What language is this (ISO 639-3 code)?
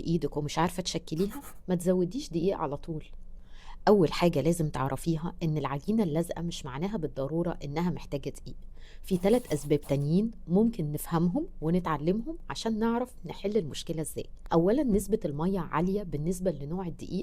arz